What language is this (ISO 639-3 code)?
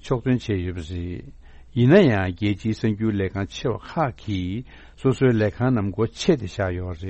bod